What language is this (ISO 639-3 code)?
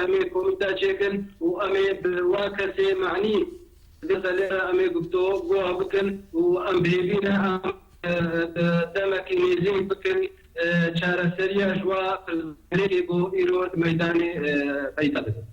kur